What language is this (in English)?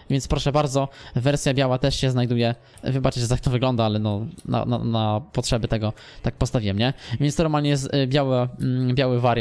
Polish